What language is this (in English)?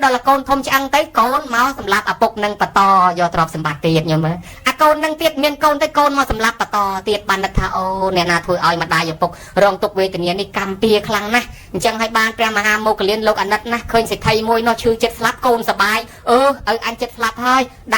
Khmer